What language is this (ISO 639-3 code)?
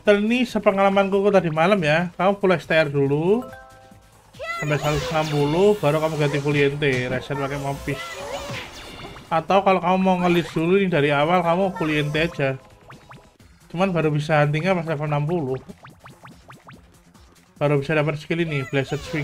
ind